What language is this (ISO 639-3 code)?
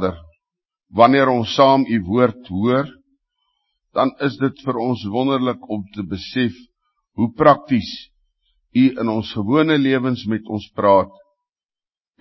afr